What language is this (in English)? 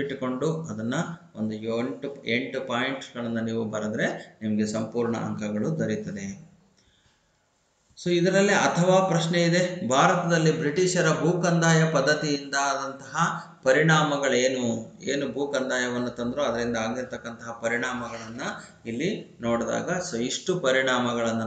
Kannada